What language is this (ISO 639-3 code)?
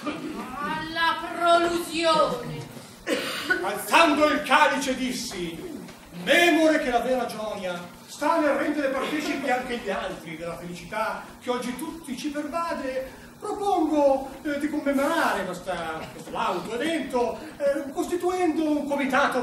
ita